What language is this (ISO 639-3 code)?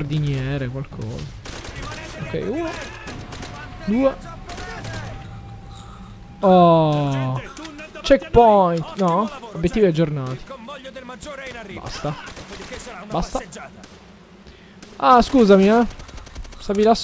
ita